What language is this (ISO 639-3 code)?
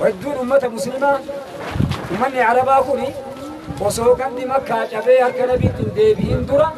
orm